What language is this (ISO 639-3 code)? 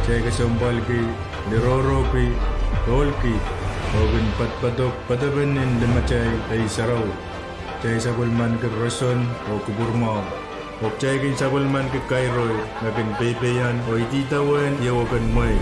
pon